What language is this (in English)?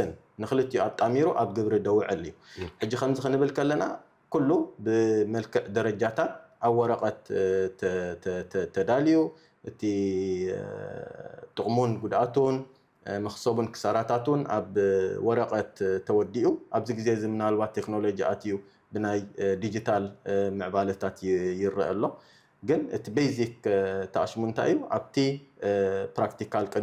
Tigrinya